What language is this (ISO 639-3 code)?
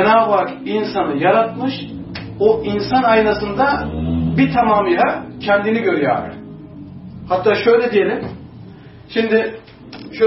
tur